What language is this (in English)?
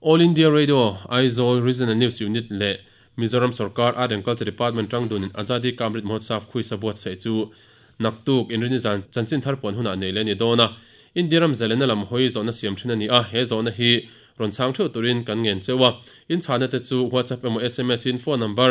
Mizo